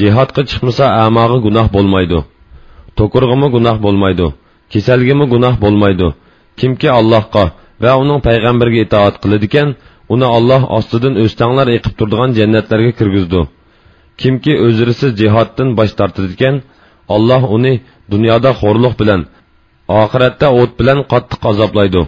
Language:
Uyghur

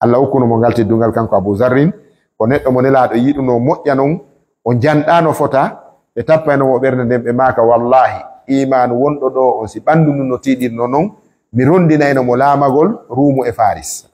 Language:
Fula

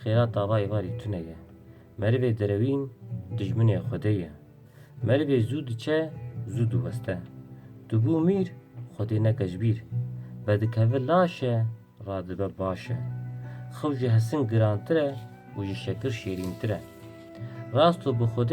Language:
Kurdish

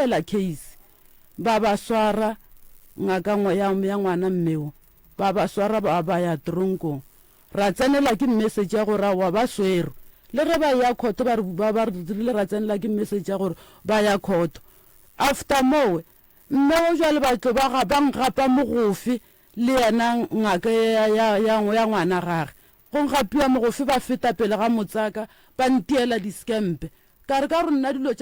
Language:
Northern Sotho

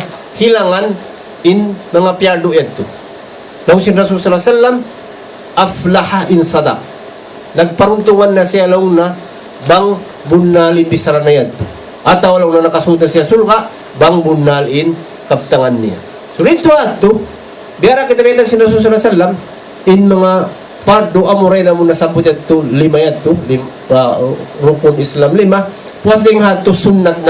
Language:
Tausug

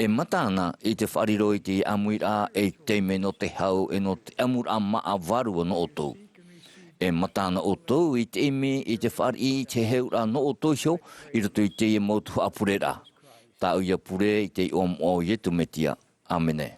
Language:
Tahitian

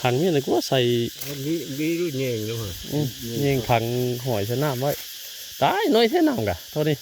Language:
Northeastern Thai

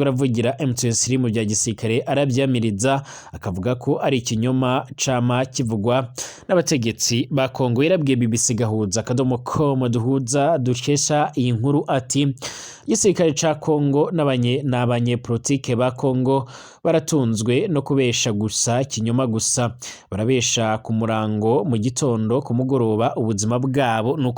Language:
Rundi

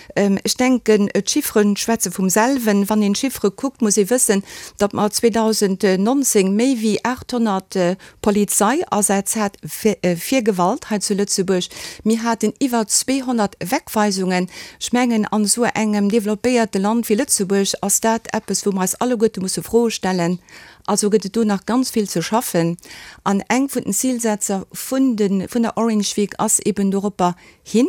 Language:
Luxembourgish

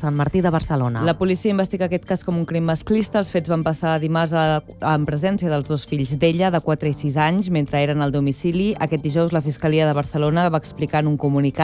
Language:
Catalan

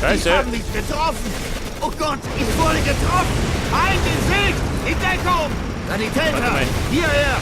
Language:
Bavarian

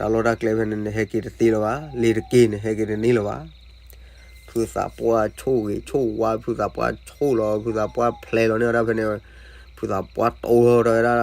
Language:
S'gaw Karen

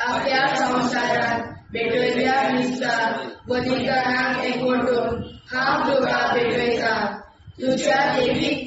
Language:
Konkani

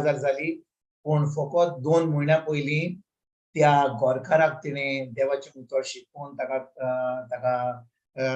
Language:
Konkani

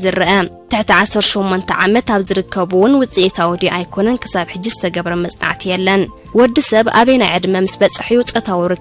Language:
Tigrinya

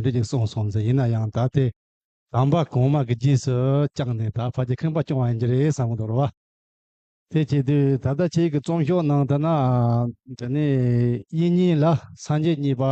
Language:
Tibetan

